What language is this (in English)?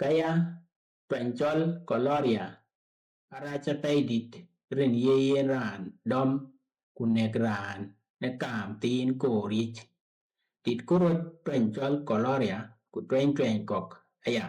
Dinka